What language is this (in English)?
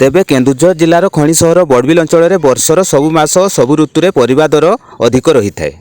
Odia